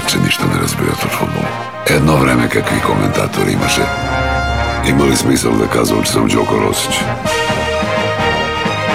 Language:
Bulgarian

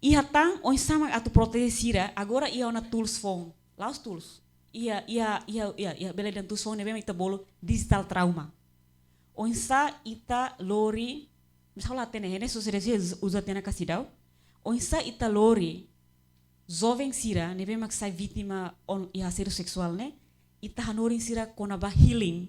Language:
Tetum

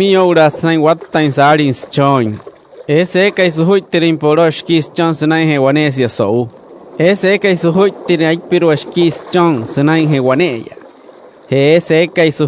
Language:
Wayuu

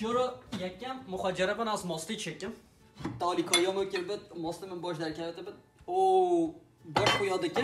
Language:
Kurdish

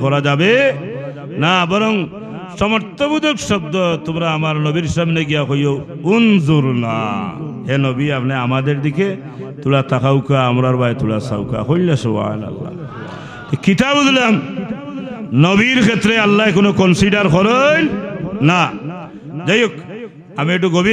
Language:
Sylheti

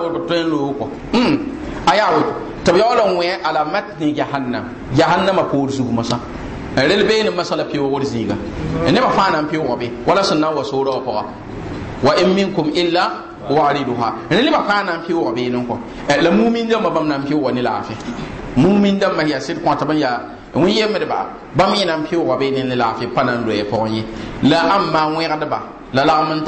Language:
Mossi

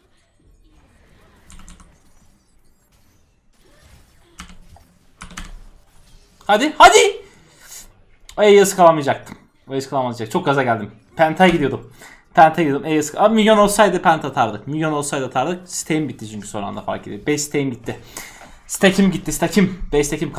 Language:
Turkish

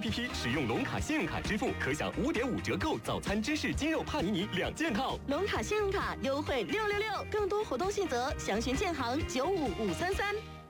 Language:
Chinese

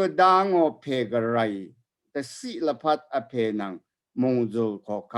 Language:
Rawang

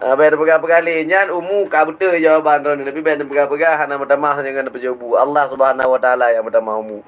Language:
Achinese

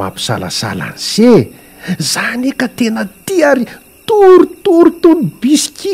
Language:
Malagasy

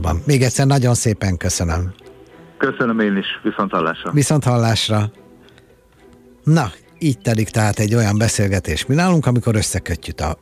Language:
Hungarian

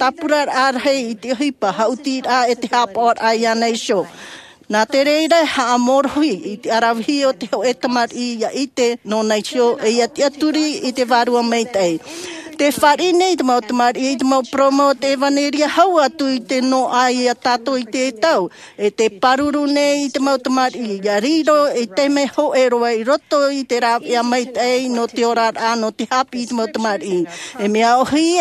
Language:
Tahitian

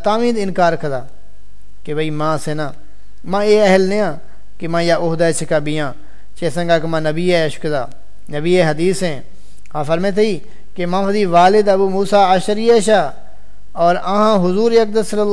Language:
Saraiki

